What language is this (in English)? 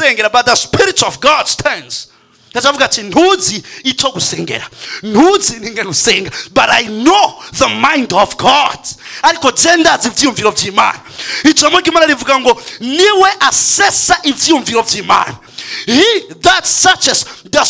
Rundi